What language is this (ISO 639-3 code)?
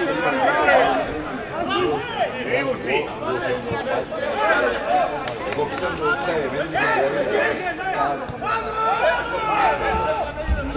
ell